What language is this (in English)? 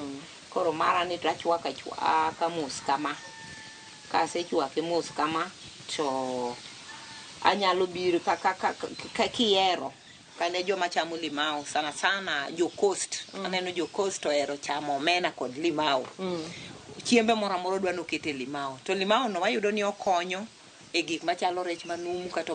Luo (Kenya and Tanzania)